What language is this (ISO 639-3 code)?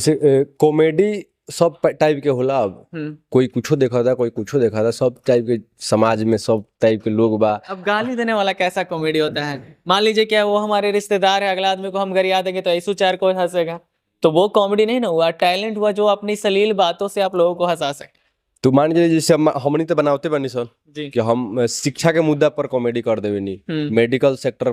bho